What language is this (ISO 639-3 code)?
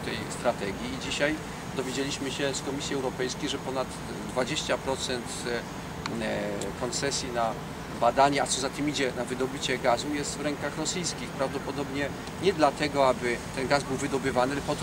pol